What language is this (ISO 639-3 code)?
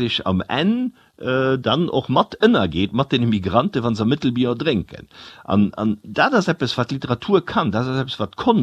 ltz